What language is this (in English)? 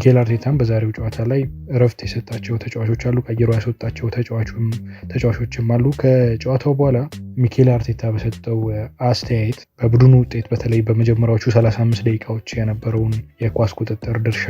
Amharic